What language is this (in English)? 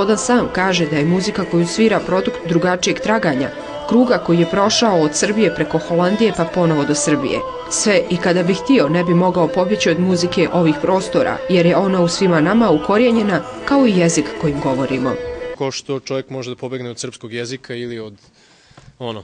Serbian